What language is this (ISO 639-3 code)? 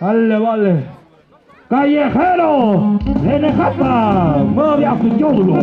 mxp